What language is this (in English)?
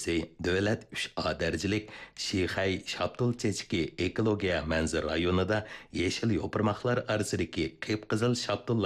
Uyghur